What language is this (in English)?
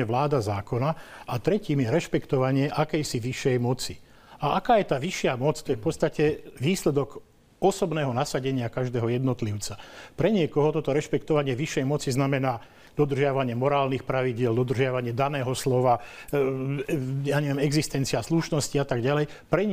Slovak